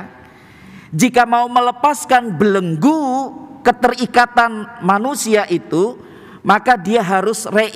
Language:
Indonesian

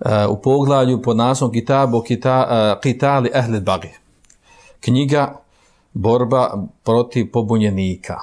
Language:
Bosnian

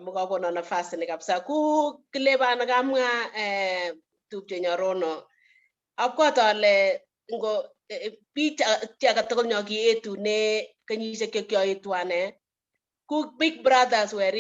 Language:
Kalenjin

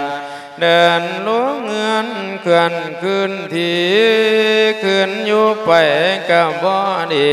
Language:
Lao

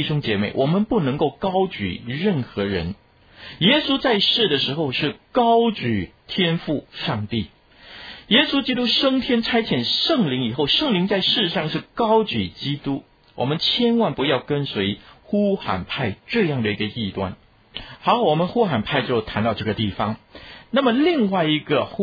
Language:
Chinese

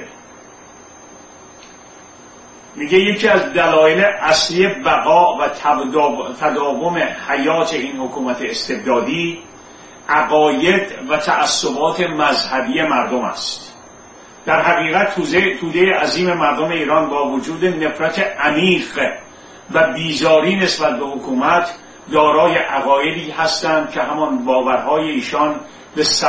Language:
Persian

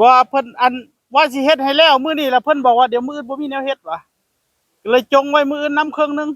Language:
Northeastern Thai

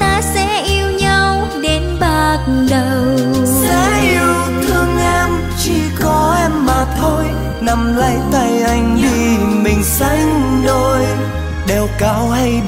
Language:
Vietnamese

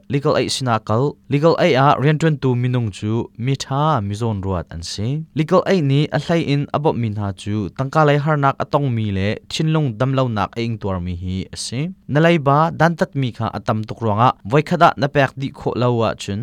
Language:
Hakha Chin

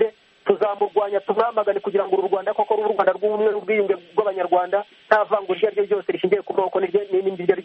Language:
Kinyarwanda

